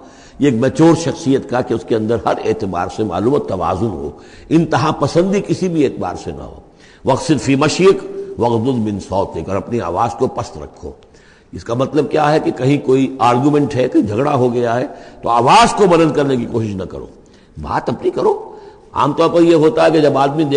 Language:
Urdu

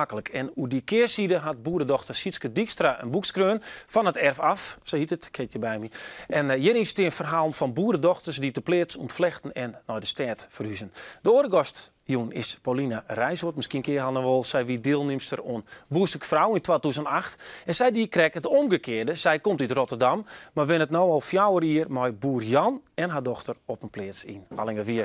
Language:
Western Frisian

